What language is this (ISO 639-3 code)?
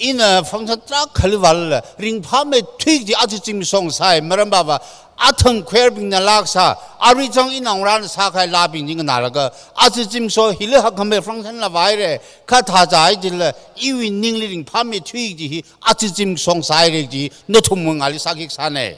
nmf